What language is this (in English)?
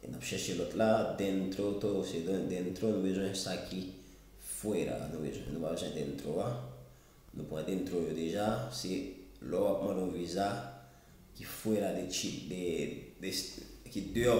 Haitian Creole